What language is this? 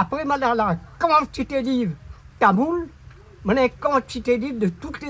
Réunion Creole French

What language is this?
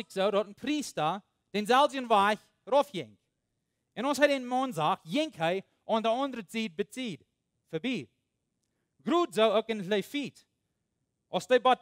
Plautdietsch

